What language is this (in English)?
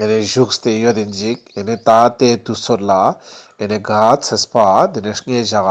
Ladakhi